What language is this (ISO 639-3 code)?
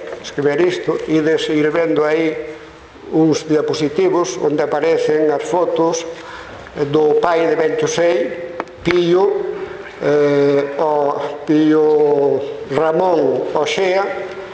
glg